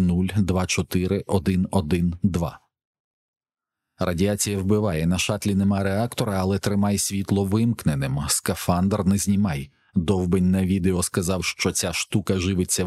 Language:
Ukrainian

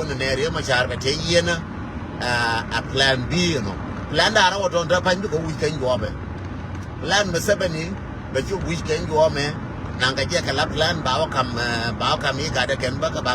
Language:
Nuer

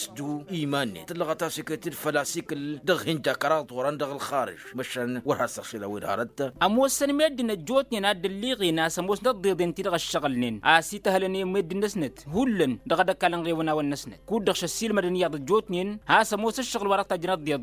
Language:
Tamasheq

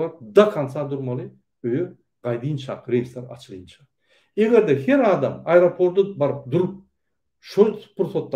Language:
Turkmen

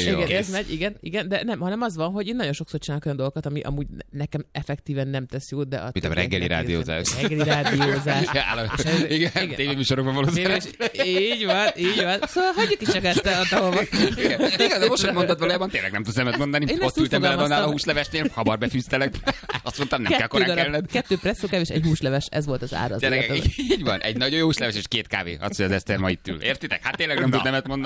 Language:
Hungarian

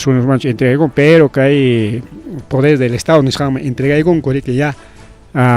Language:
Ayacucho Quechua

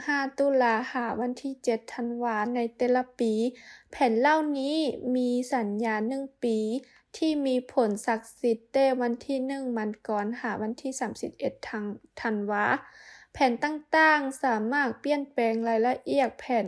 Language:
Lao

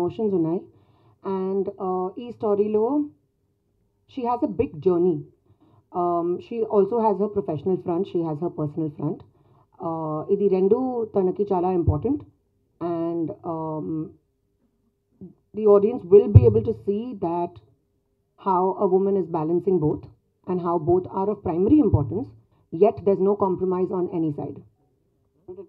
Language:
Telugu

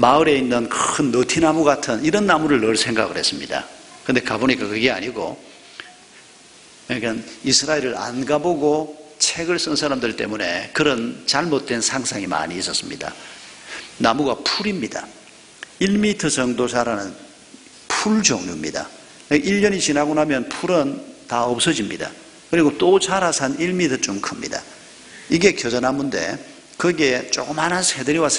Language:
Korean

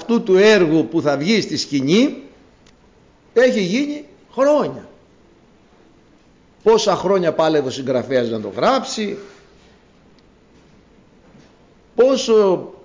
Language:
Greek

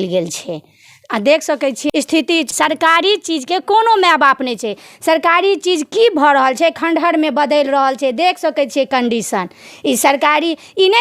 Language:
Maithili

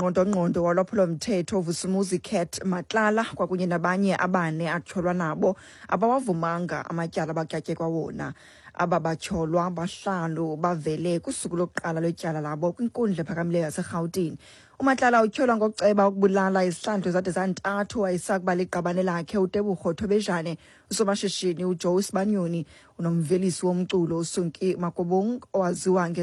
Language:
Xhosa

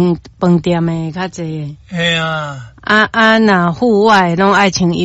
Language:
Min Nan Chinese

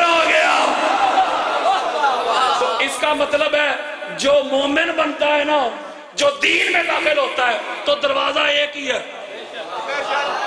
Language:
Urdu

